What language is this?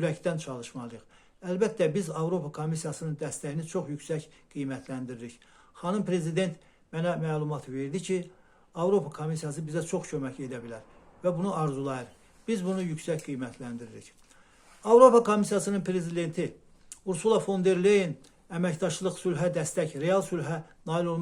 Azerbaijani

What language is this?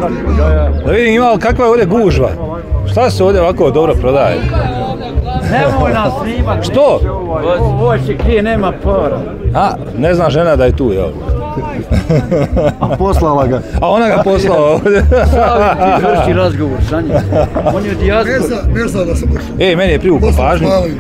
Bosnian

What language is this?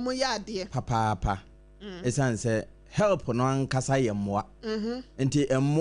Akan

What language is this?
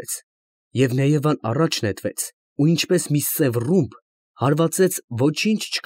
Armenian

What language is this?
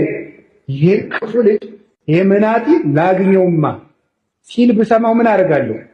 Amharic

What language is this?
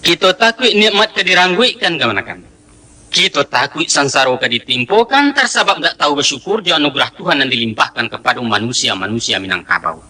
Minangkabau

